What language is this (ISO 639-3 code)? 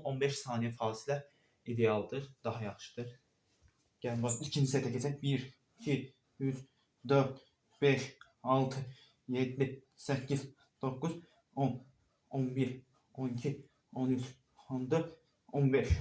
aze